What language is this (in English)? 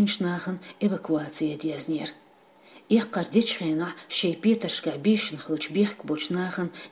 Chechen